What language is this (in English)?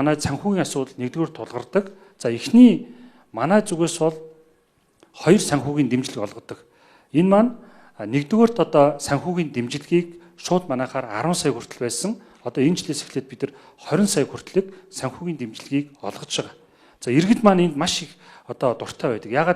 Mongolian